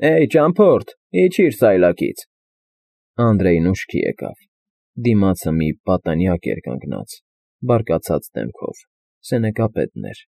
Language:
Armenian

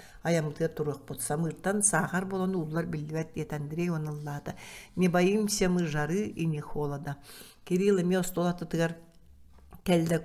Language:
Yakut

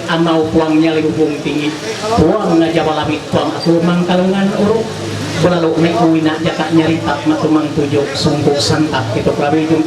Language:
Ma'anyan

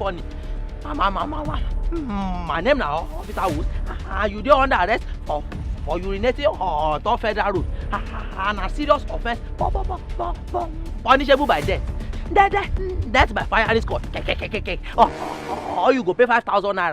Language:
Nigerian Pidgin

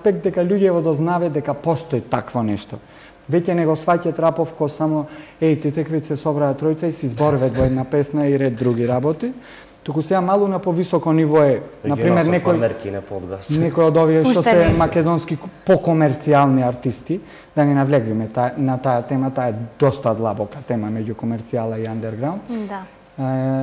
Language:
Macedonian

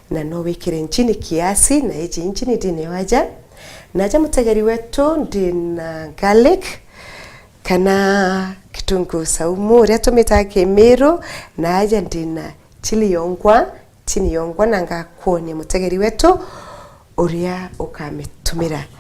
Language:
Meru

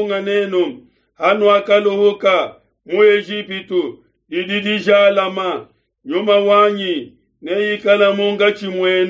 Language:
Luba-Lulua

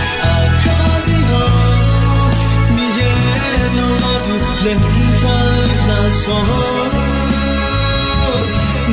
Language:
Akha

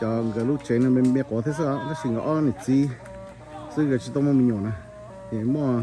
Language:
Hmong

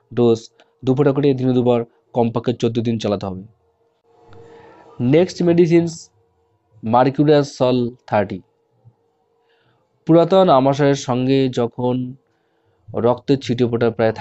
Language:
Bangla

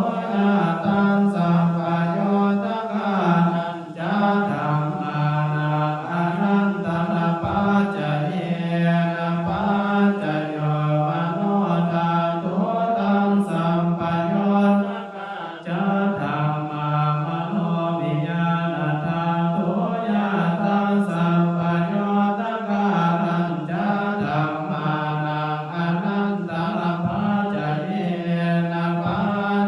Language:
Pali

